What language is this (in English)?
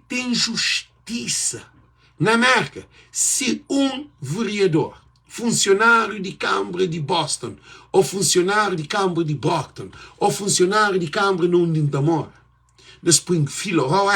Kabuverdianu